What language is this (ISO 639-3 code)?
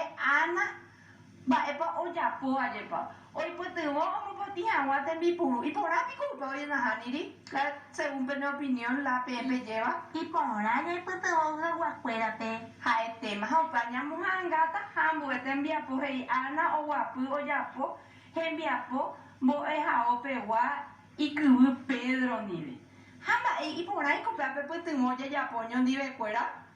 grn